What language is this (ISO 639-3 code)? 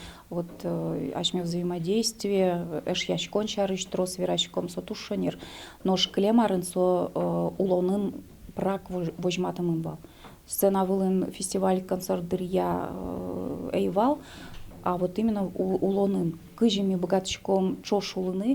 udm